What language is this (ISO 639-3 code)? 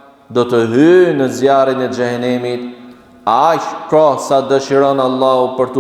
sqi